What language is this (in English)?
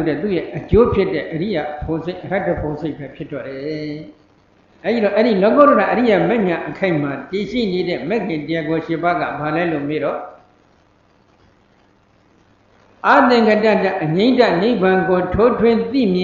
Burmese